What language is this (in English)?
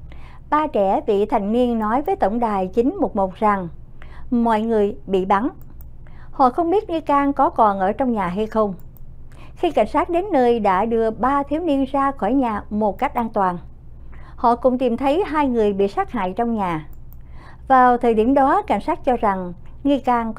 Vietnamese